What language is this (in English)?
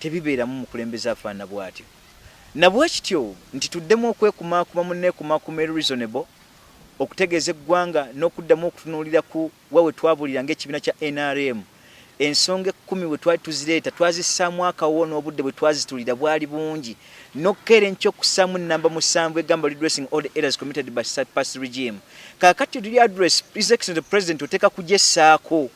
Ganda